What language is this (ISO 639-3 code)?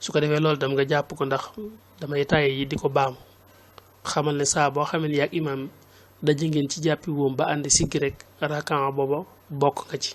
wol